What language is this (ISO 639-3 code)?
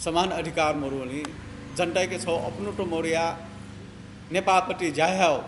new